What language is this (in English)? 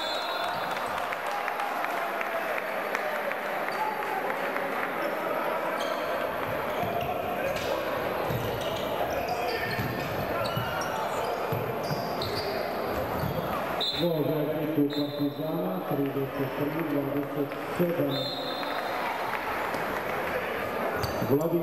Serbian